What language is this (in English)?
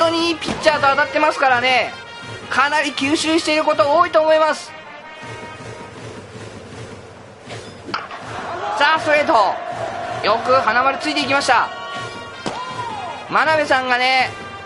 Japanese